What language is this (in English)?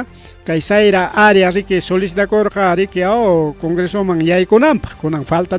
Ayacucho Quechua